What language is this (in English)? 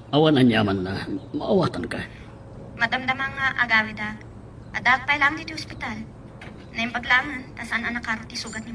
Iloko